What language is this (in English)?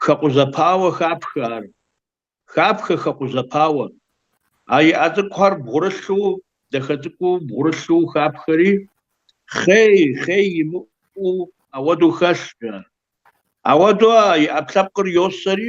Kabardian